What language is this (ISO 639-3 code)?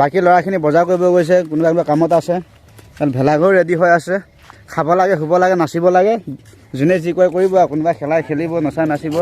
asm